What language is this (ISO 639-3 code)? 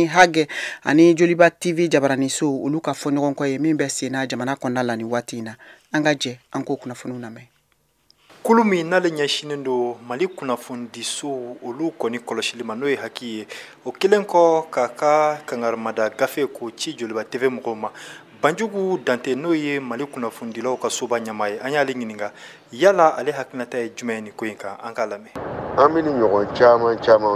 bam